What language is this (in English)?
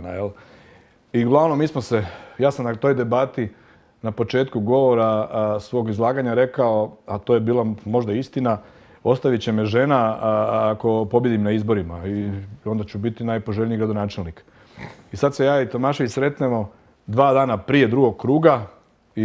Croatian